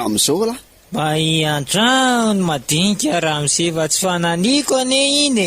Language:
Malagasy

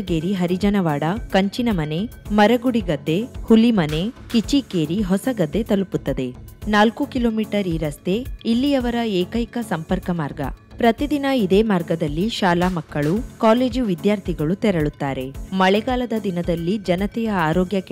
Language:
Kannada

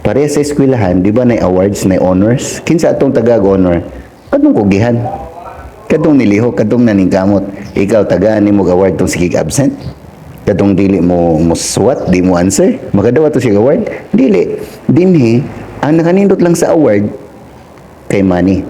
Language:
Cebuano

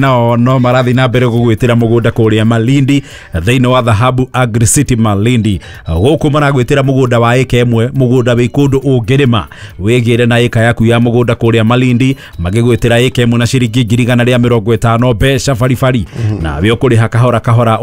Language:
Kikuyu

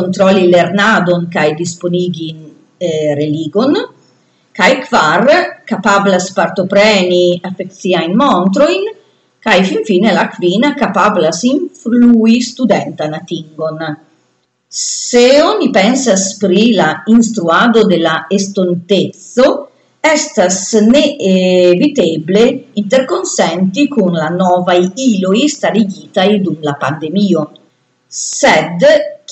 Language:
Esperanto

